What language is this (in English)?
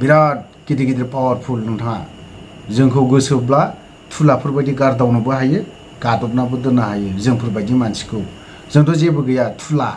Bodo